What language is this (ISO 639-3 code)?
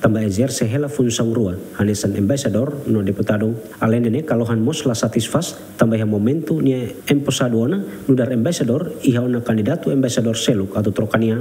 tet